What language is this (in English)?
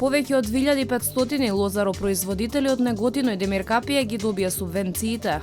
Macedonian